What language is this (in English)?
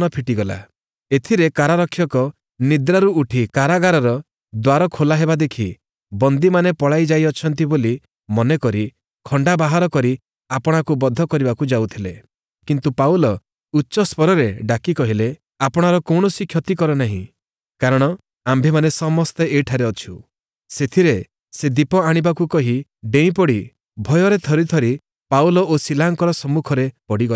Odia